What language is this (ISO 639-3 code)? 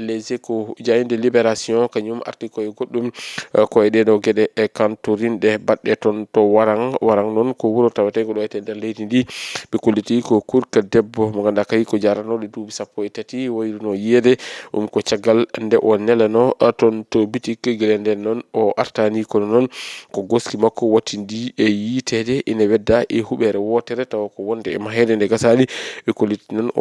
ful